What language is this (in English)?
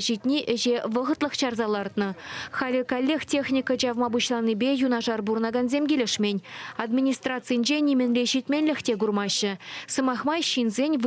Chuvash